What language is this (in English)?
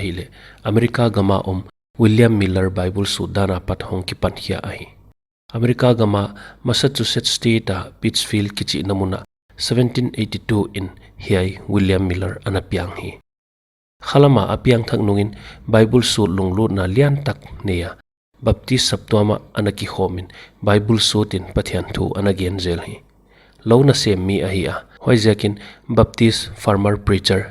Paite Chin